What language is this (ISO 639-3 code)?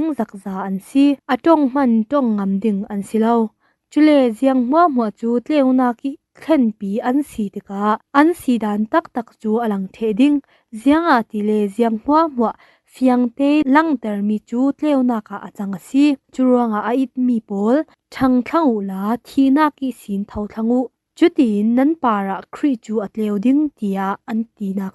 cfm